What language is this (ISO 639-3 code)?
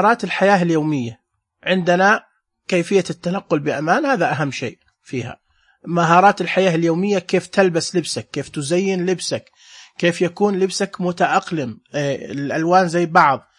ars